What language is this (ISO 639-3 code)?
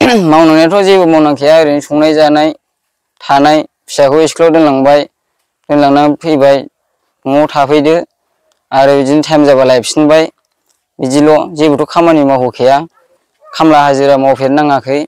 brx